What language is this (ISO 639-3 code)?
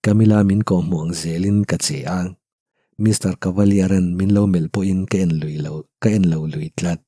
lus